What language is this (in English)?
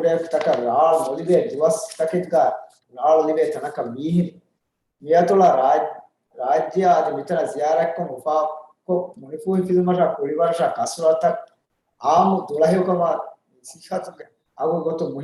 Divehi